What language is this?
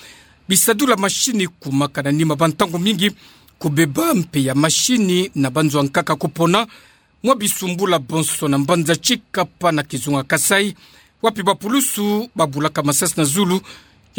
Kituba (Democratic Republic of Congo)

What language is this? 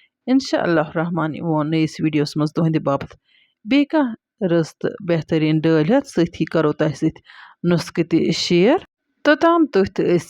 Kashmiri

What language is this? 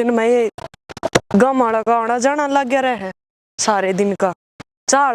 Haryanvi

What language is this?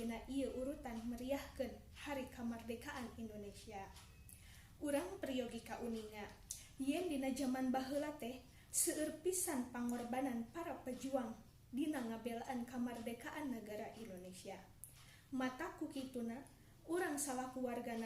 Sundanese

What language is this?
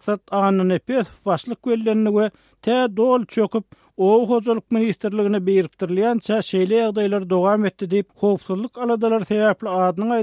Turkmen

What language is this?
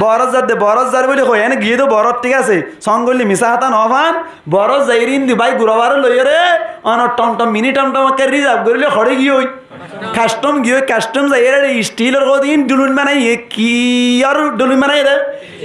Rohingya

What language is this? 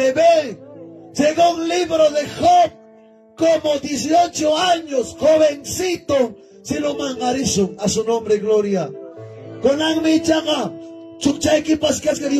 Ayacucho Quechua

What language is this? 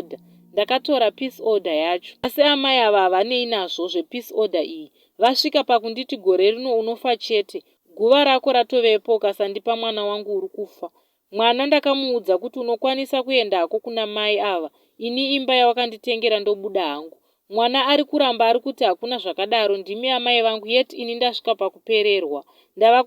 Shona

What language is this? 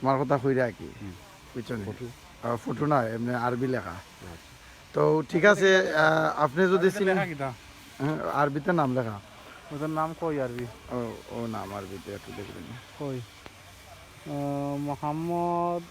Sylheti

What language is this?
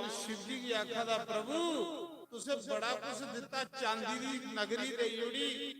Dogri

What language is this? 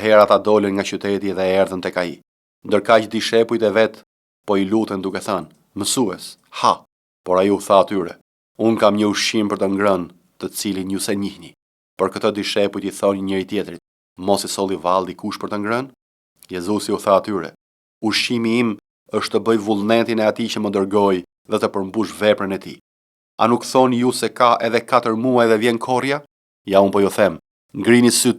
Albanian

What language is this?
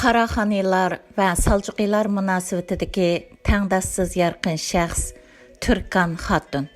Uyghur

